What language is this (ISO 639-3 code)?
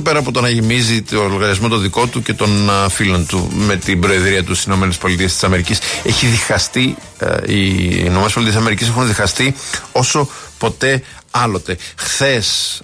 ell